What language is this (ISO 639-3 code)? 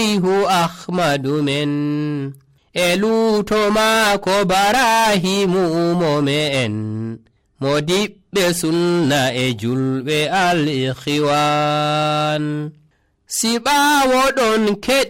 fuv